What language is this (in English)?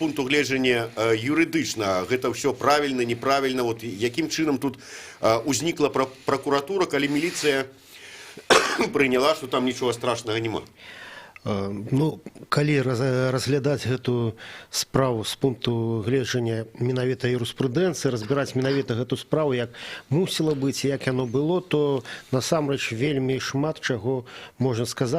Belarusian